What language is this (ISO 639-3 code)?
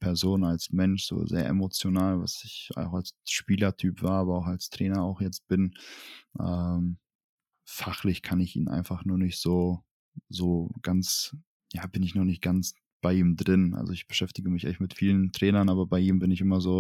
deu